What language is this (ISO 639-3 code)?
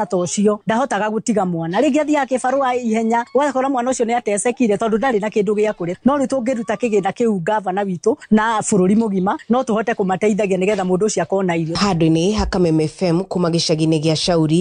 kik